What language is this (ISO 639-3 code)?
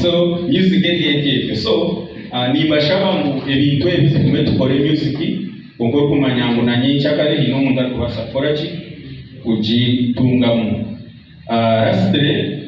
nyn